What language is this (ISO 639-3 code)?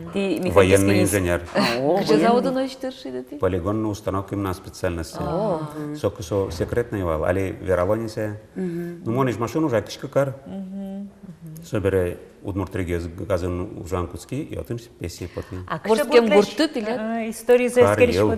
udm